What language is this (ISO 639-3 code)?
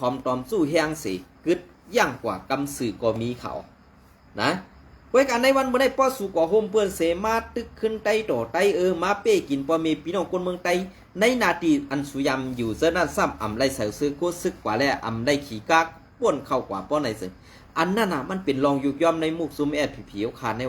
shn